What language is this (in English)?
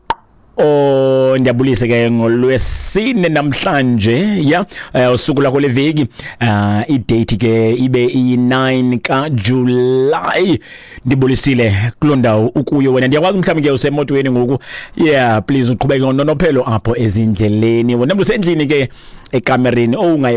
Xhosa